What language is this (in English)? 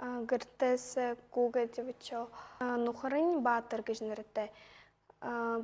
Buriat